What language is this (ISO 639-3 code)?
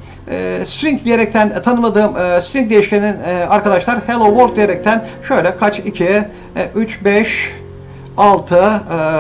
tur